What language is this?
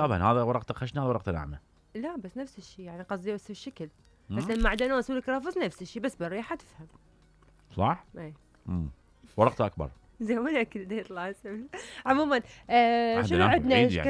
Mesopotamian Arabic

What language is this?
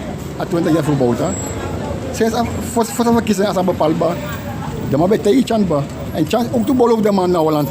Sranan Tongo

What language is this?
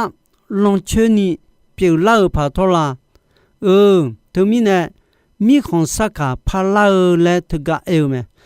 Akha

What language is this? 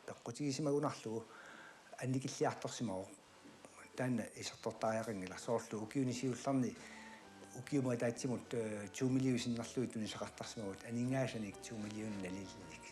Kalaallisut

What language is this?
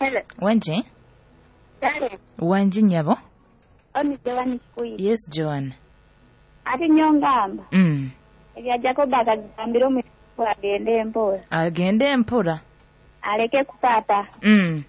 Nyoro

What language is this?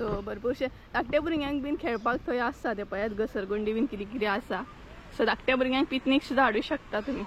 Konkani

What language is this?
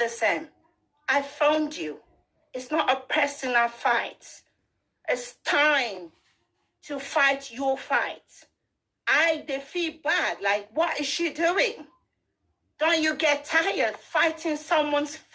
Nigerian Pidgin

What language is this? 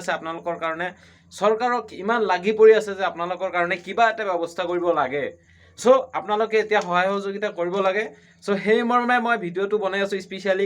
Assamese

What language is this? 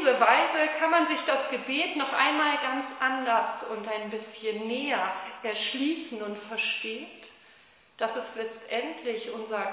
German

